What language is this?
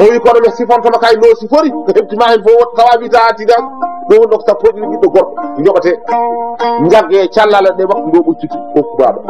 Fula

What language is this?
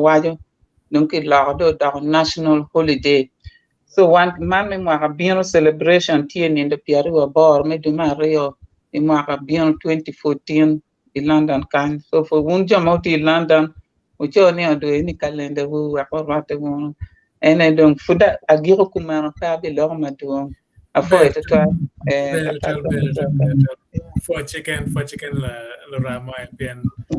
Acoli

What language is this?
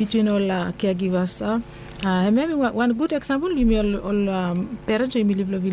Bislama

